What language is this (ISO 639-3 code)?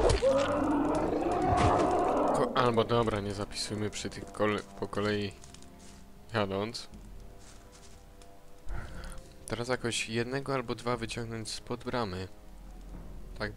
pol